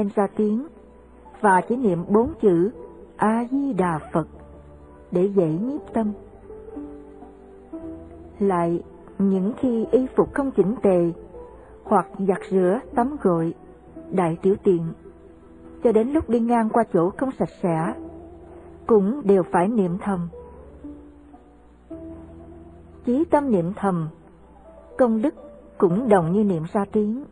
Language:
Vietnamese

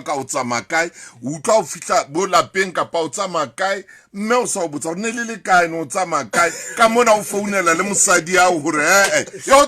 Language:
Southern Sotho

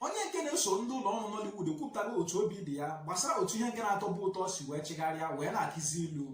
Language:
Igbo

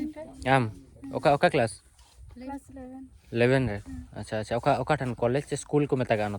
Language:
Santali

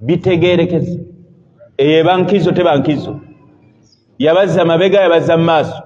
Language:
Ganda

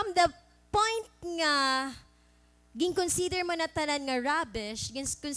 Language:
Waray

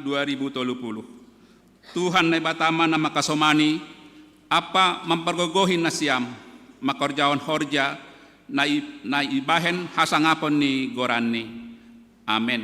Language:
Batak Simalungun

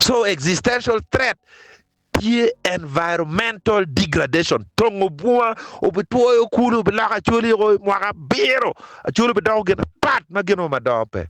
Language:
Acoli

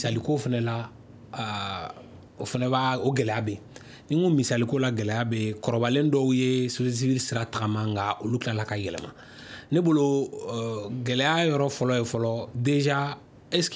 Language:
Bambara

